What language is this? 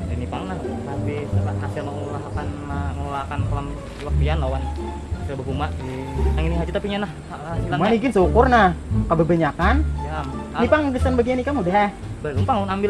Banjar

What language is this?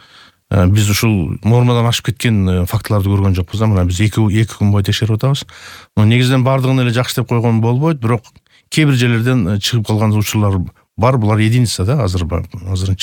Kyrgyz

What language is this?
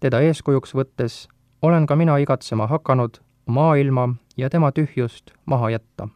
Estonian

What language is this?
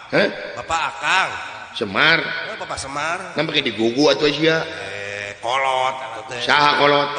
Sundanese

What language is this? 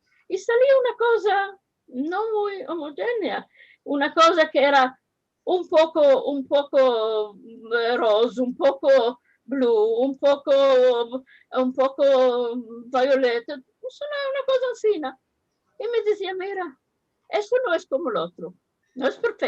Ladino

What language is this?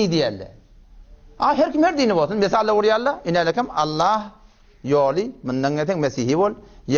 Turkmen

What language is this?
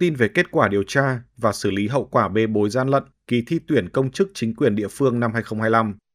Vietnamese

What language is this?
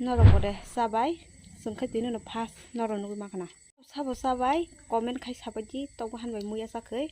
Kok Borok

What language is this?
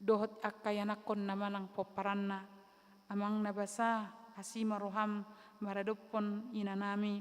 Batak Toba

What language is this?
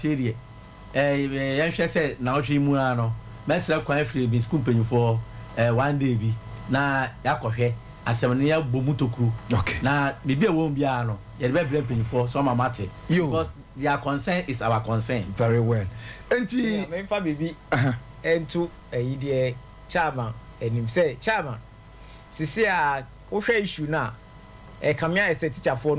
Akan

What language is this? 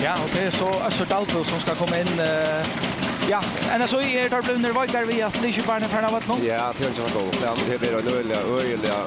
Faroese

